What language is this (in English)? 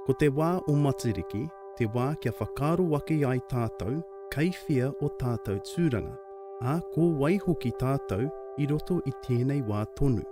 Māori